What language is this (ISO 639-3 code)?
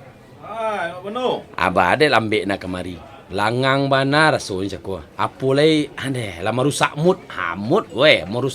min